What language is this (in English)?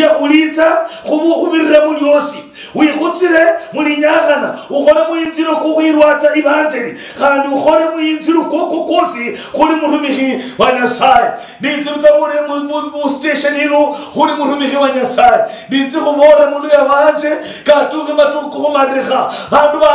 Luyia